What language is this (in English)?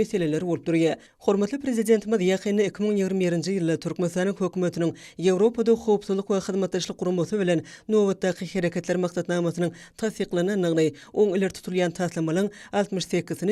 Turkmen